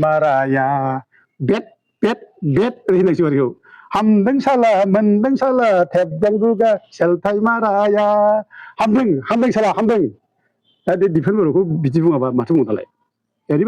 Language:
Bodo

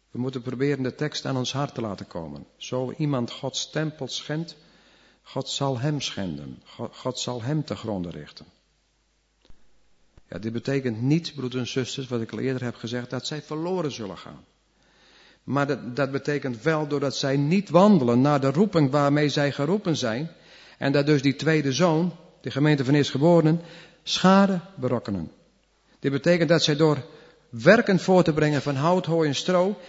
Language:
Dutch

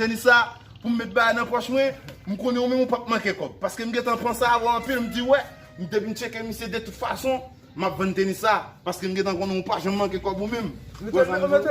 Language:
Haitian Creole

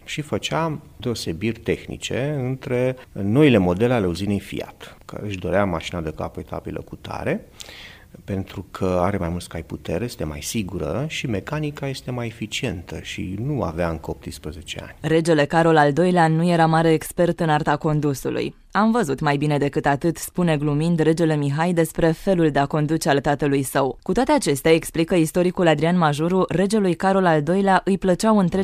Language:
Romanian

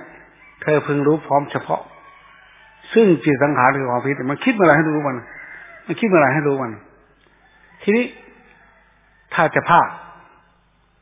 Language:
Thai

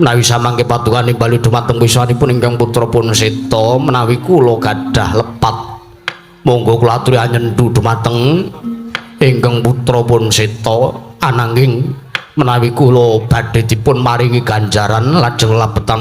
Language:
Javanese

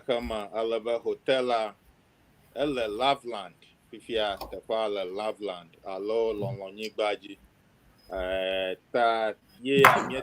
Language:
Ewe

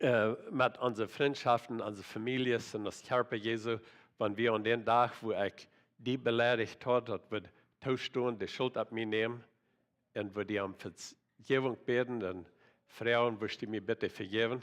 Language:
Plautdietsch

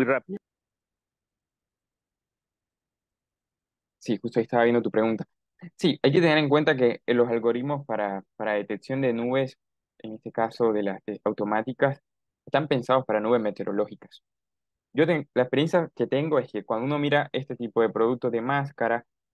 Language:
Spanish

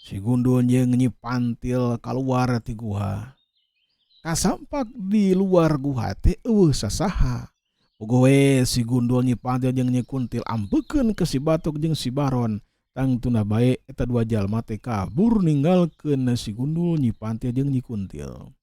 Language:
Sundanese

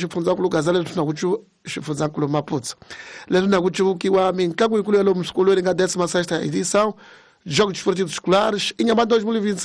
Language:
Tsonga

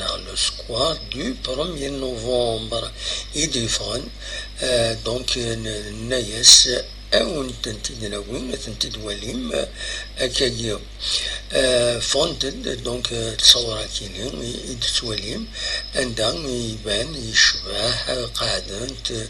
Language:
Kabyle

